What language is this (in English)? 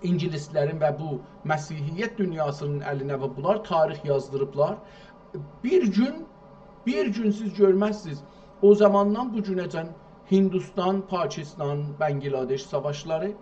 South Azerbaijani